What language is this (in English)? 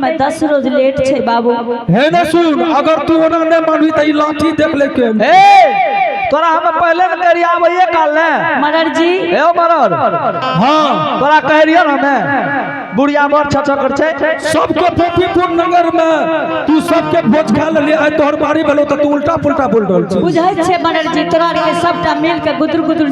Angika